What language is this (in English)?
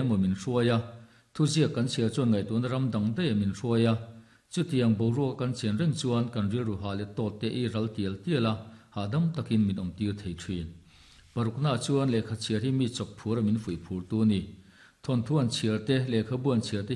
Mizo